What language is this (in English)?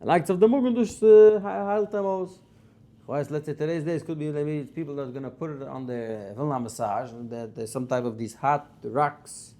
Yiddish